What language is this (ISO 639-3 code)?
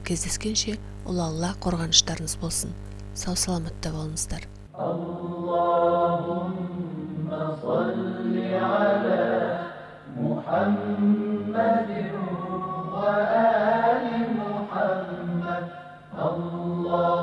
kaz